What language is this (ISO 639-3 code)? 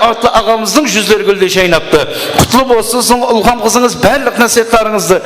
kaa